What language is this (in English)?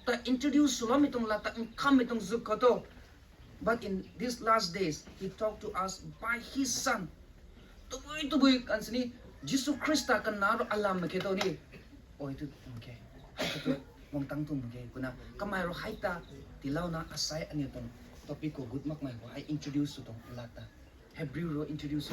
Rongmei Naga